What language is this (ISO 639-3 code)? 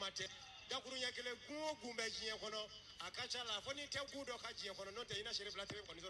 bam